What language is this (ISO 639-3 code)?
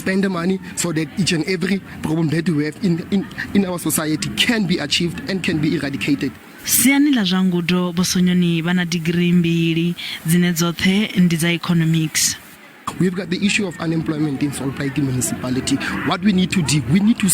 ven